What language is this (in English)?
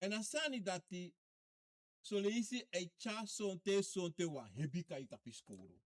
Sranan Tongo